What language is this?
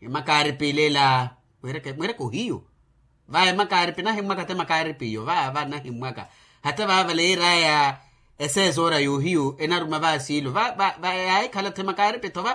Makhuwa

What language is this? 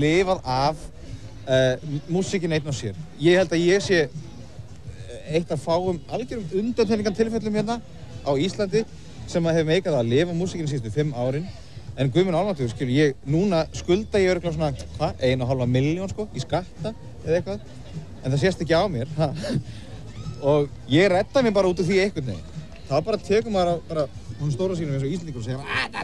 Icelandic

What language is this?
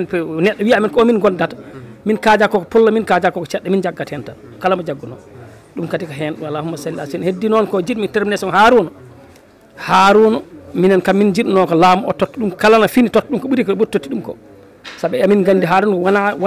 Fula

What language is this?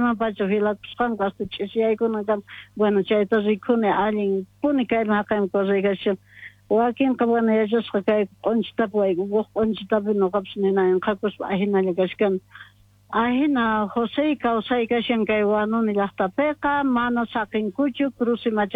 Quechua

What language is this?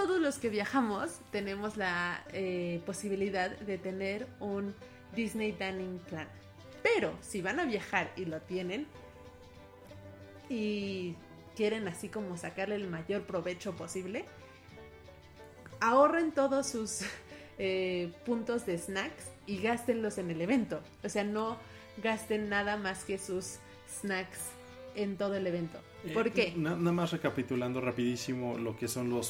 Spanish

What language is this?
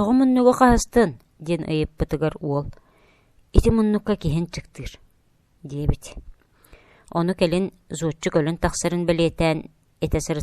Yakut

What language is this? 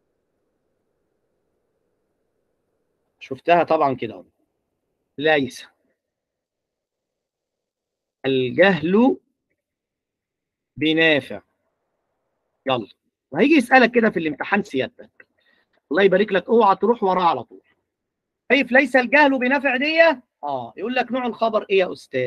Egyptian Arabic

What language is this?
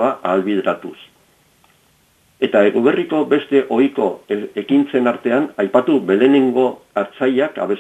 Basque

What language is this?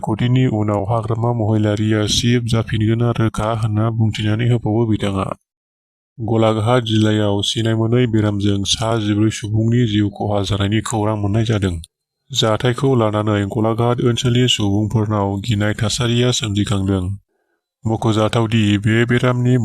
Bodo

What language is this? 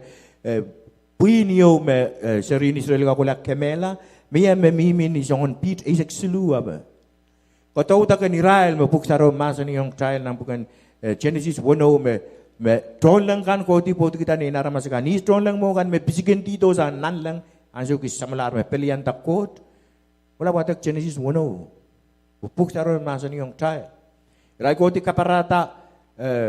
Pohnpeian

